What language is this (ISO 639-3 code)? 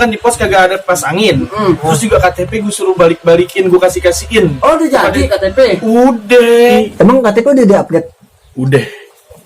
bew